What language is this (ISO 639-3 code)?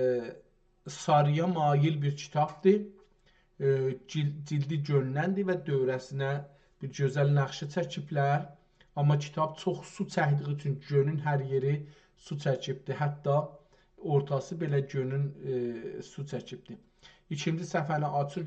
azb